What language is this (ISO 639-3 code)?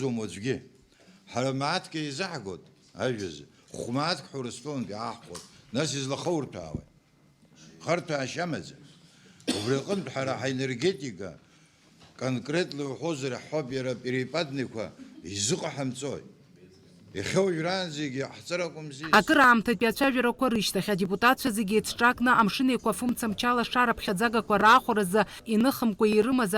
abk